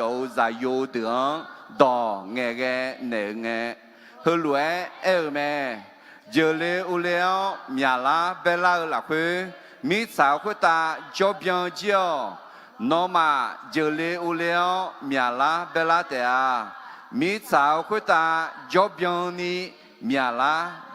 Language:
Akha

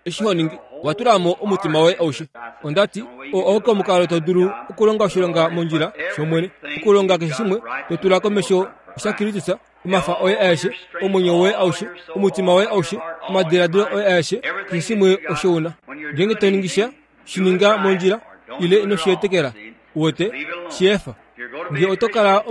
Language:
Kuanyama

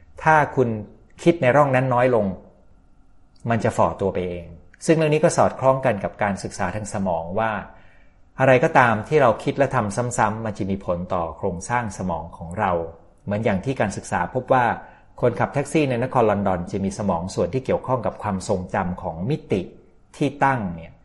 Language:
Thai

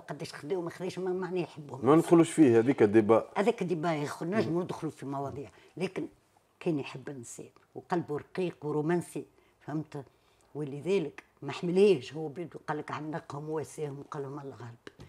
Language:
Tunisian Arabic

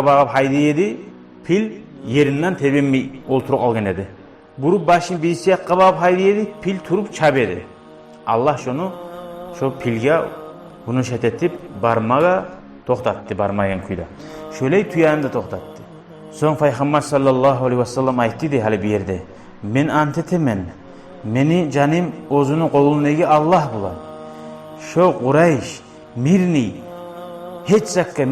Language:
Kumyk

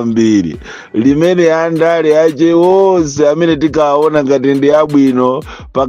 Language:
Nyanja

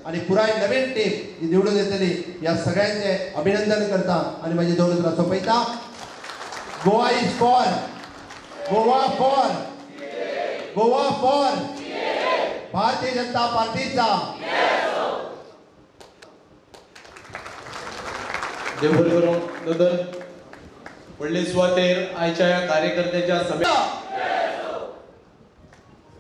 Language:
Konkani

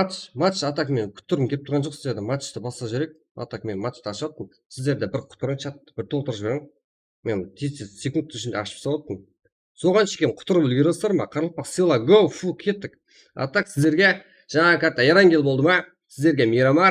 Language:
Kara-Kalpak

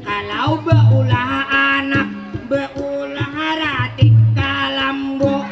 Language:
Banjar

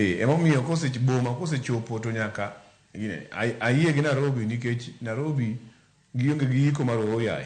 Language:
Luo (Kenya and Tanzania)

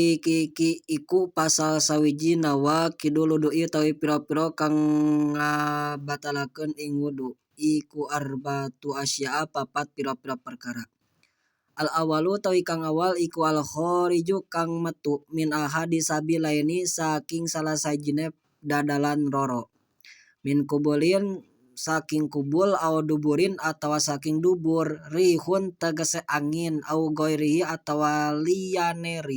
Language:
Sundanese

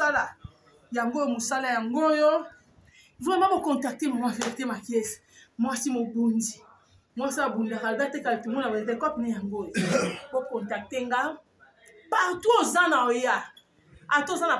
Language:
Lingala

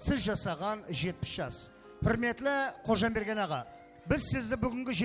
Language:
Kara-Kalpak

